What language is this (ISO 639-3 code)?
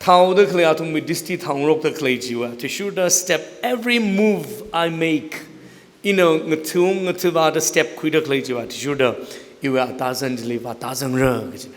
nmf